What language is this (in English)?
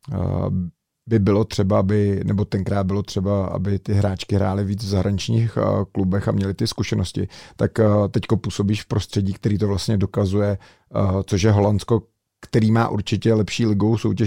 Czech